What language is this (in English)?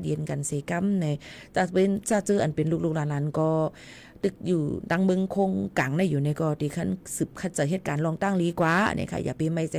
Shan